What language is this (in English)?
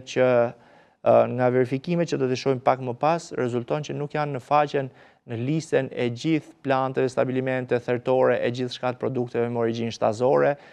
Albanian